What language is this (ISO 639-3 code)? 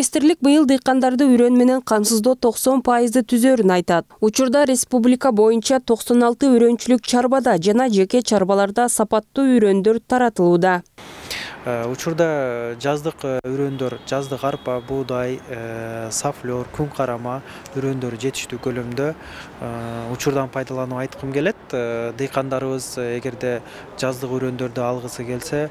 kir